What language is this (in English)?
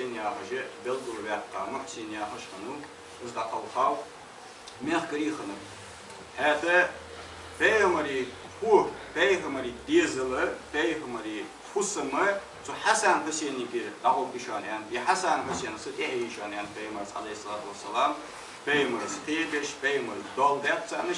Ingush